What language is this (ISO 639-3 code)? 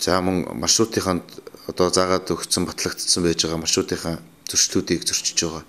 mon